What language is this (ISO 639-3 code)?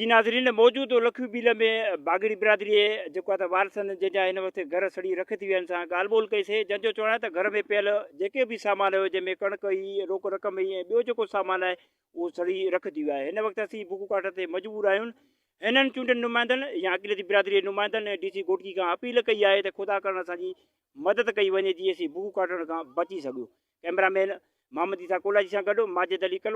snd